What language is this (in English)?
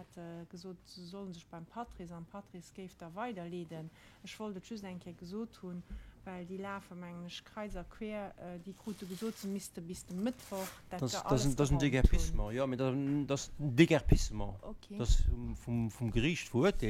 Luxembourgish